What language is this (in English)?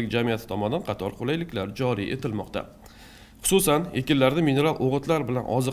Uzbek